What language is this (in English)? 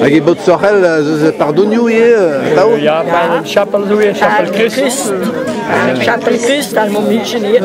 Breton